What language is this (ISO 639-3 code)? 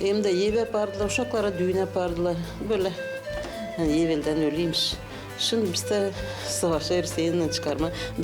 gag